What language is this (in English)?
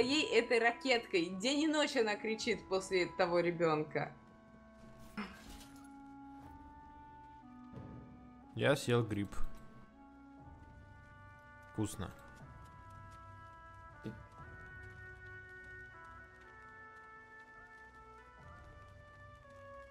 Russian